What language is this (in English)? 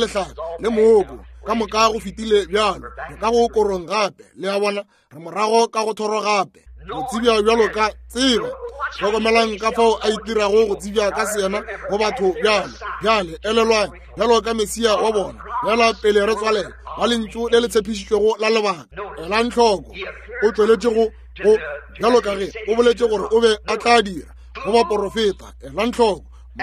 Northern Sotho